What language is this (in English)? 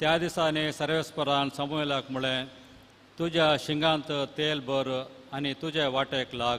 Konkani